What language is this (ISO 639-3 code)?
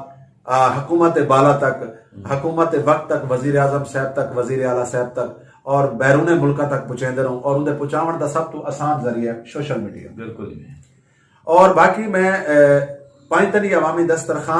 skr